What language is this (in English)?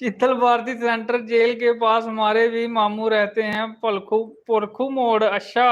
Dogri